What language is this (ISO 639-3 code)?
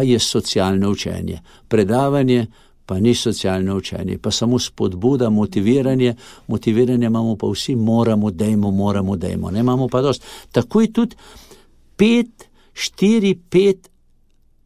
slv